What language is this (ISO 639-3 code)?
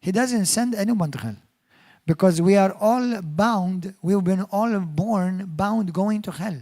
eng